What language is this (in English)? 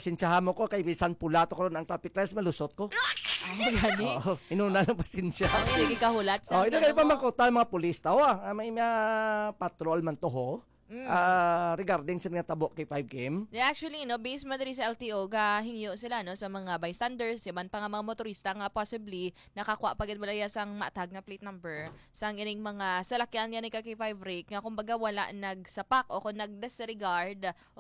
Hiligaynon